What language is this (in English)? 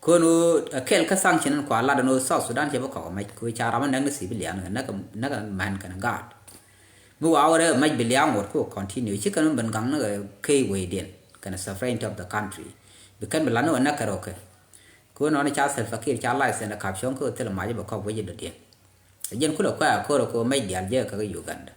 Nuer